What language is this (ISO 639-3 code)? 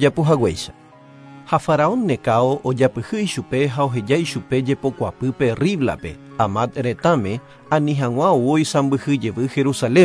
grn